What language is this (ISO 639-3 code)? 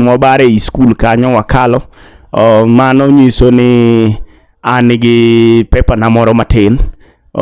luo